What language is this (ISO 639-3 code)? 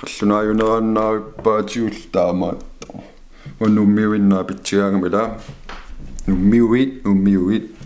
kal